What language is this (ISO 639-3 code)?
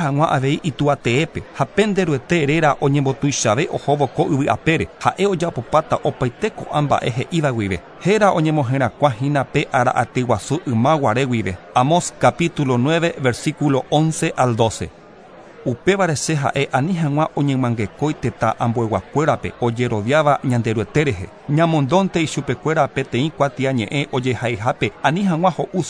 grn